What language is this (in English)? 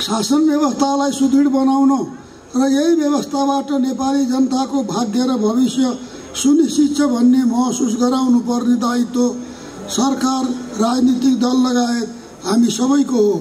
Nepali